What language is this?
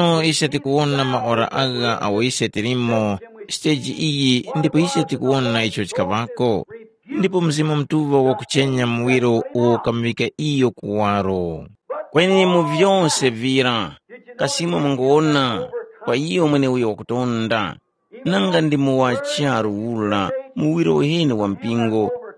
Tumbuka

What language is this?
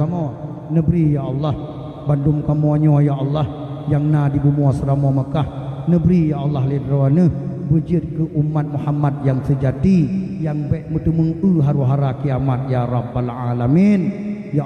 Achinese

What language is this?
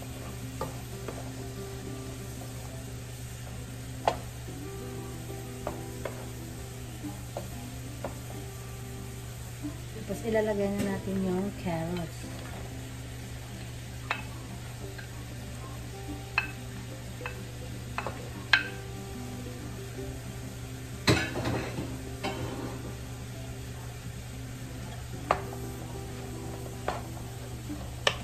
Filipino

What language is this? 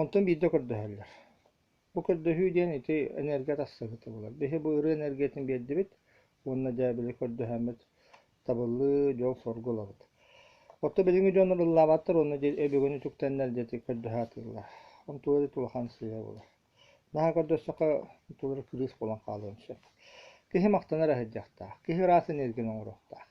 Yakut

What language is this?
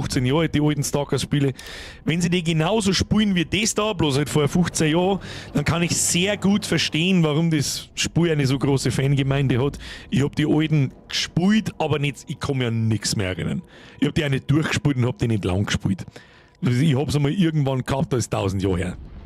Bavarian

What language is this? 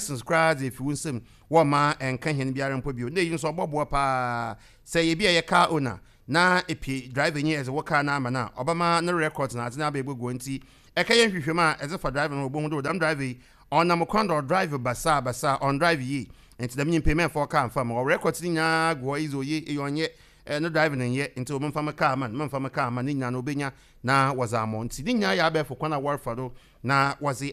Akan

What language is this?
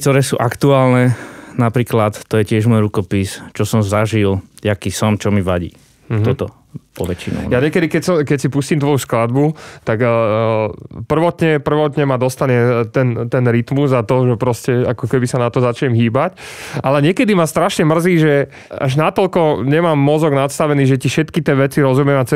Slovak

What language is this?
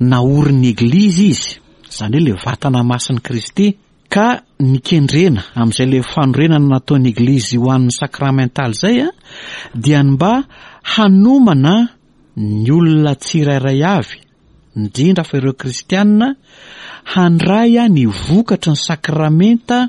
Malagasy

